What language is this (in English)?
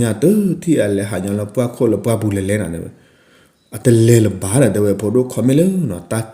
S'gaw Karen